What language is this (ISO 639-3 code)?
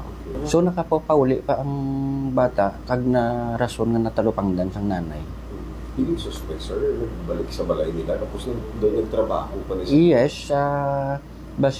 hil